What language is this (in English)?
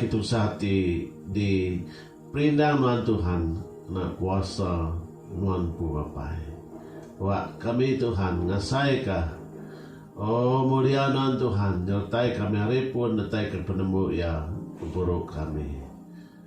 Iban